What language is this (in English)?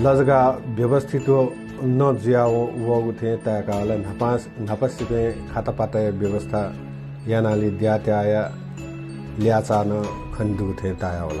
Newari